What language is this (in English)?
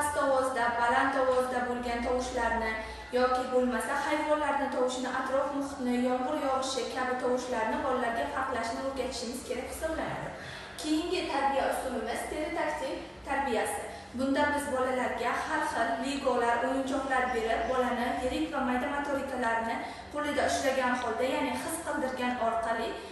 Uzbek